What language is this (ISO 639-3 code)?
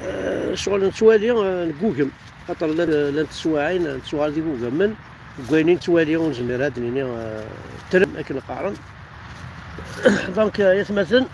kab